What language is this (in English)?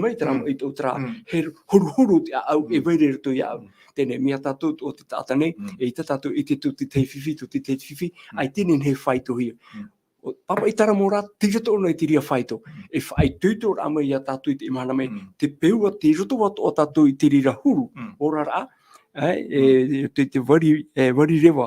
Tahitian